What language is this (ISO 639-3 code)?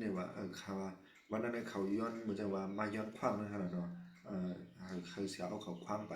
shn